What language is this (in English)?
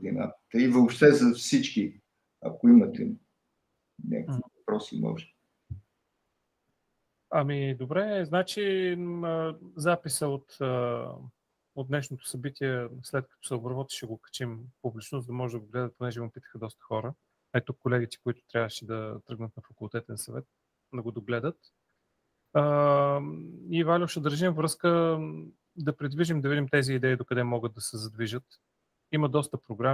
Bulgarian